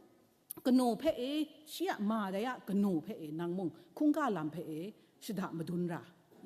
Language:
Kachin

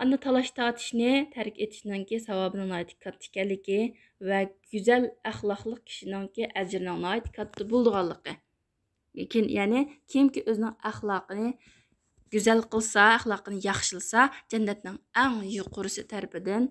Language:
Uyghur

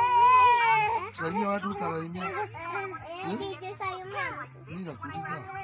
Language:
Swahili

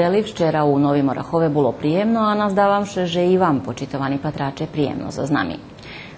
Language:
Rusyn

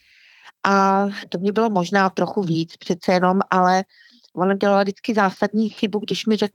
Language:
Czech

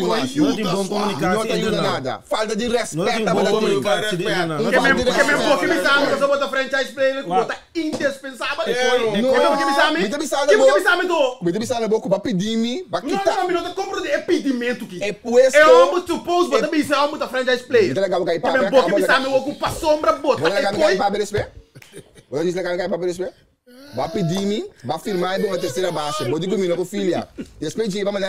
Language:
Papiamento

